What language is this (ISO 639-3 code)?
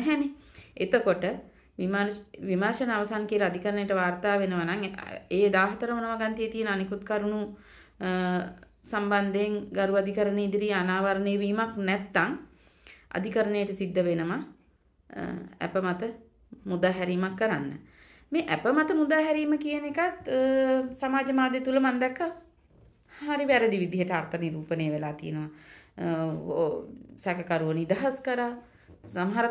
sin